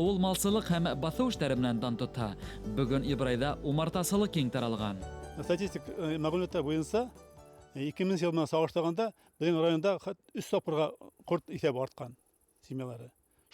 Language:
Bashkir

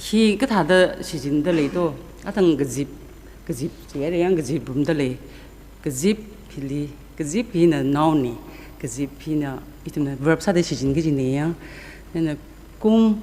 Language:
Tangkhul Naga (India)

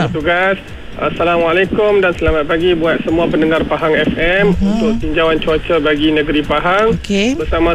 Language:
Malay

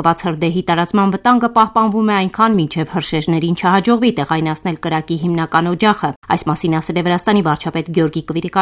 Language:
Armenian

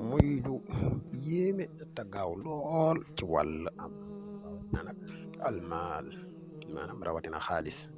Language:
Wolof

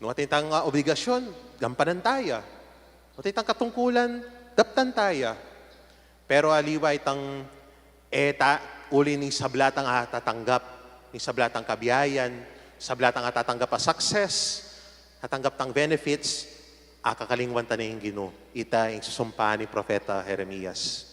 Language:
Pampanga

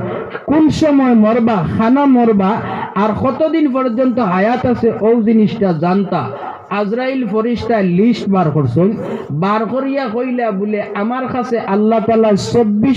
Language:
Sylheti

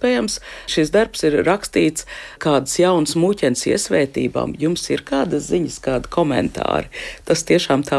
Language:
Latvian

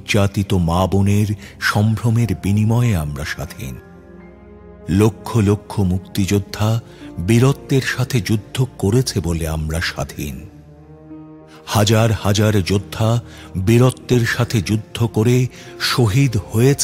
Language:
Bangla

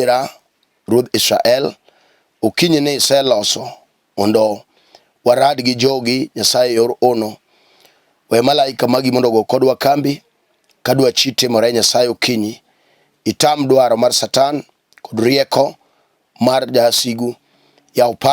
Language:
Luo (Kenya and Tanzania)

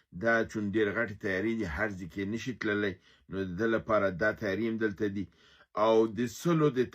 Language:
Pashto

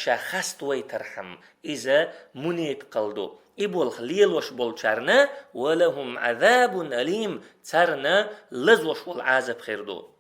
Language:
Chechen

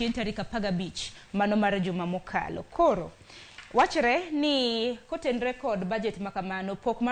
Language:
Luo (Kenya and Tanzania)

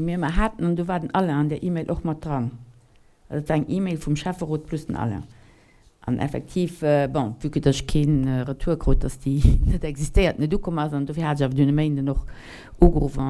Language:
Luxembourgish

